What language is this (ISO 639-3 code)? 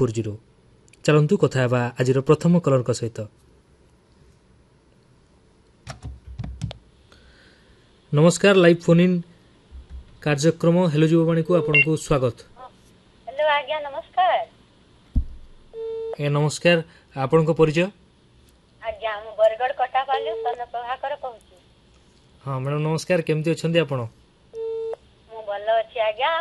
ori